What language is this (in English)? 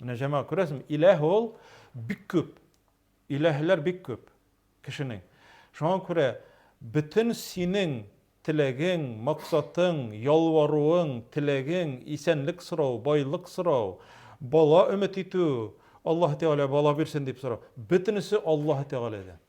Tatar